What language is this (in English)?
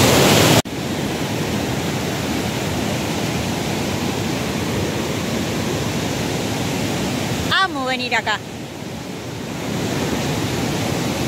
Spanish